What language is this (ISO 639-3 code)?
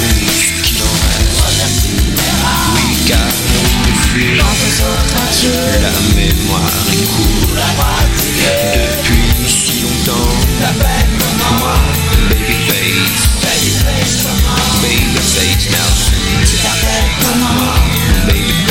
fra